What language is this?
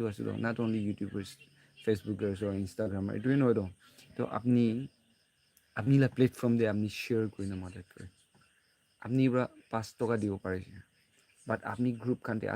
Naga Pidgin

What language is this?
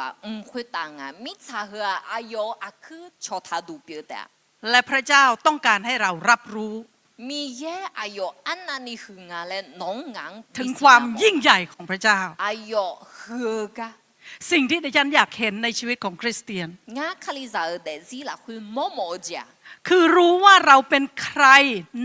Akha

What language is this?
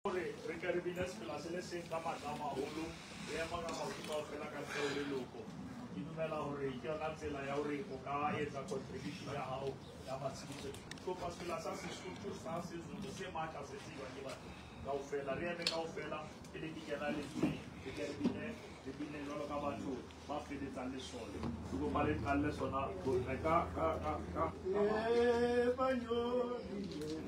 Southern Sotho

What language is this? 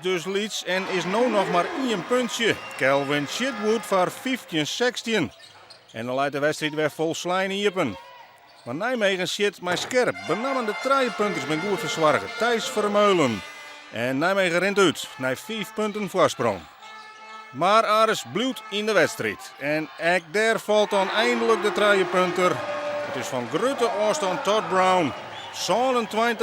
Western Frisian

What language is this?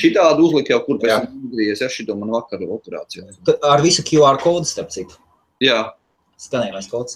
Latvian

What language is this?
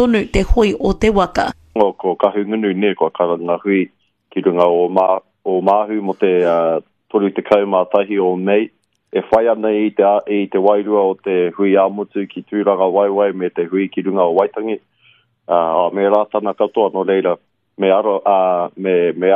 Māori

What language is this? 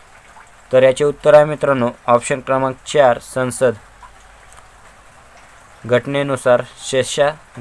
Marathi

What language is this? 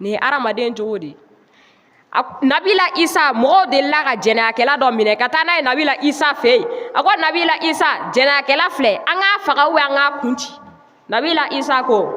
Bambara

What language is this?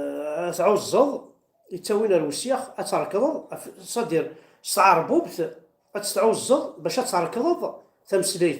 Kabyle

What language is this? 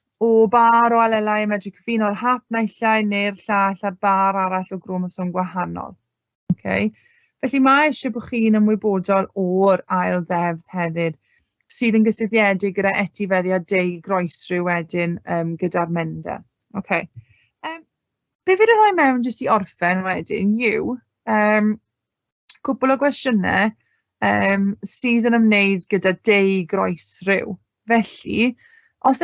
Welsh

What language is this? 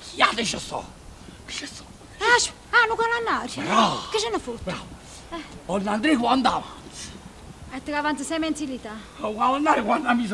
Neapolitan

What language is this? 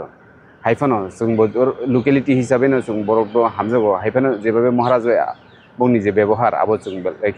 Kok Borok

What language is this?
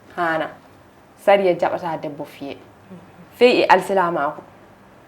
Fula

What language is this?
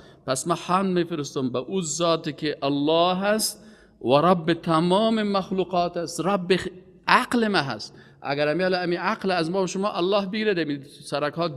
Persian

